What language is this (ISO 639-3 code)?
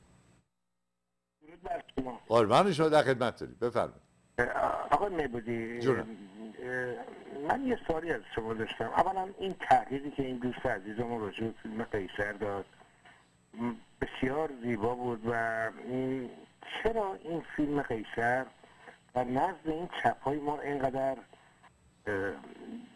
fas